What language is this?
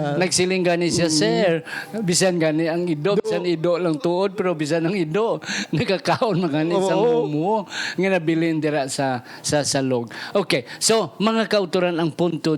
Hiligaynon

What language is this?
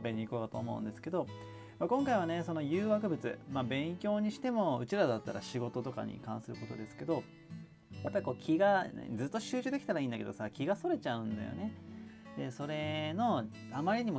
Japanese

